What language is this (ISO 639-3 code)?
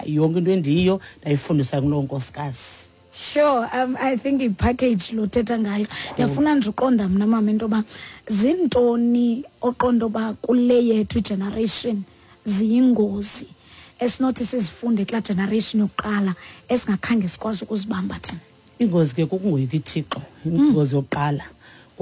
xho